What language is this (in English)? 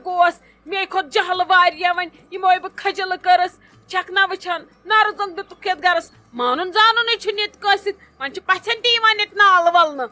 Kashmiri